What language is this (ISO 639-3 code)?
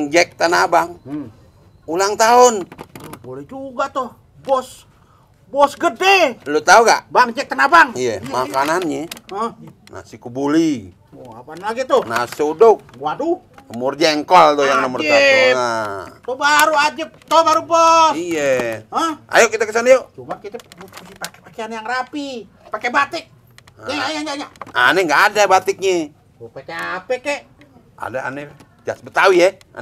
bew